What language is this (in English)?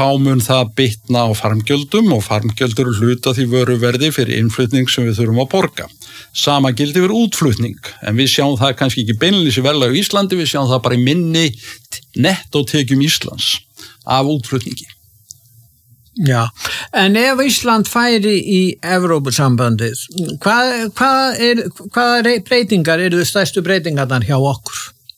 Icelandic